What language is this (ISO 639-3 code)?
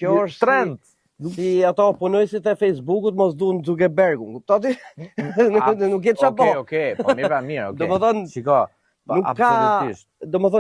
sqi